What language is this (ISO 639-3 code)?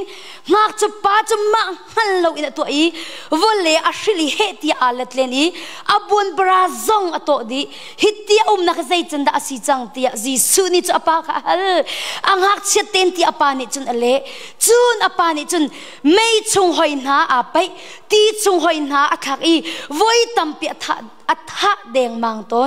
cnh